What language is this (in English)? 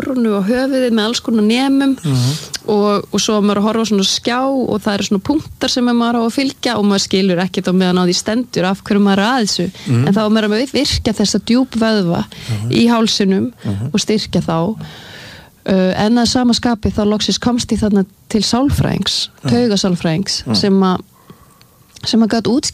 Icelandic